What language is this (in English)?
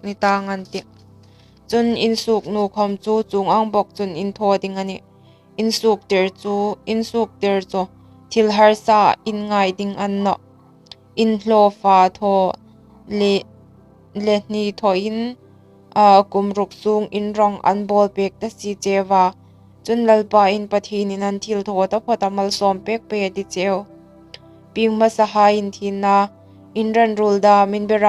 Hmar